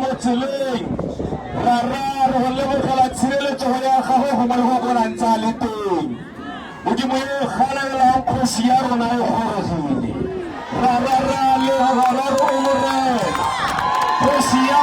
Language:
Tswana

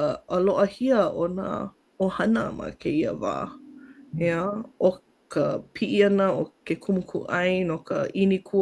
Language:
Hawaiian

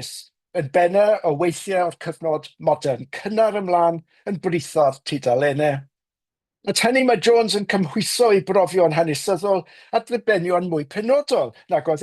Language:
Welsh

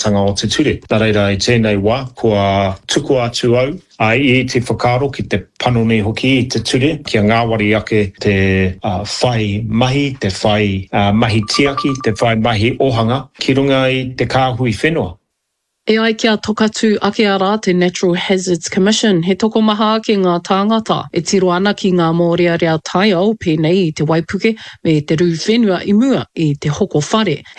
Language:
Māori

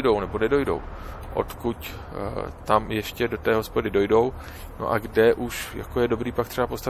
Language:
Czech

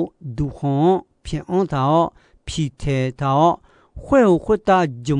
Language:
Akha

